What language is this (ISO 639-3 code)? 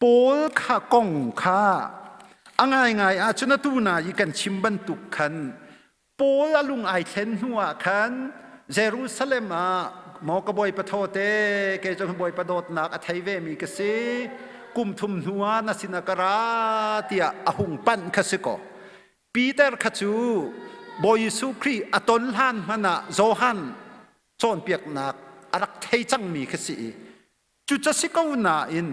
cnh